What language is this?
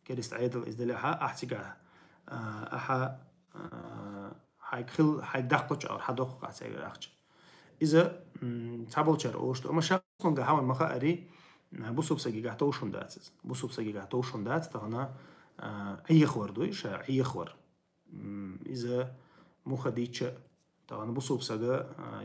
Chechen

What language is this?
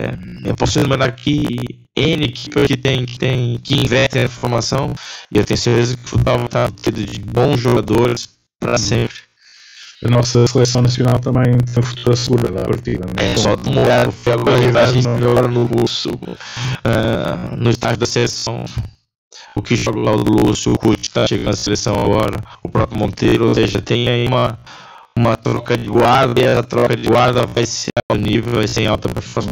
Portuguese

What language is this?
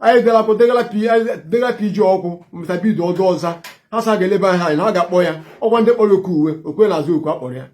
Igbo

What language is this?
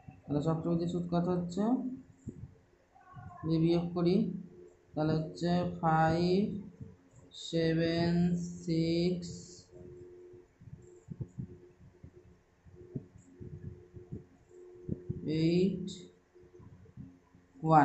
Bangla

